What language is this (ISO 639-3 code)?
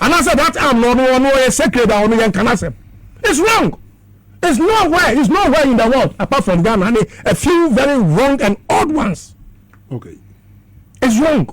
aka